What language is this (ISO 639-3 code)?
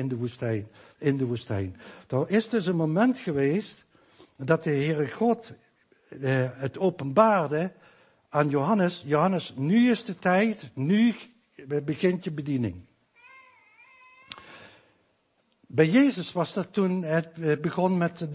nld